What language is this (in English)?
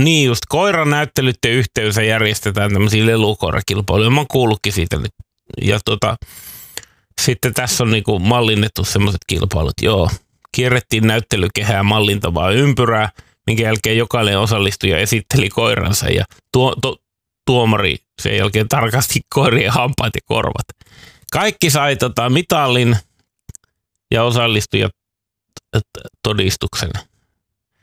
Finnish